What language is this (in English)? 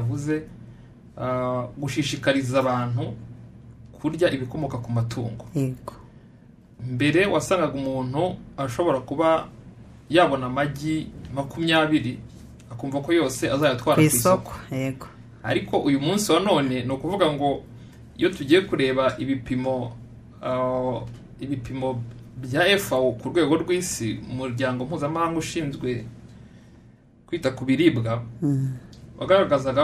Kinyarwanda